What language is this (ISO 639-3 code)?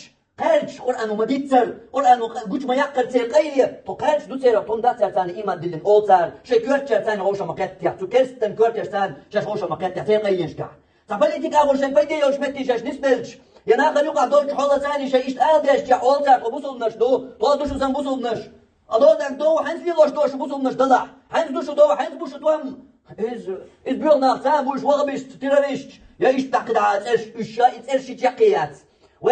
che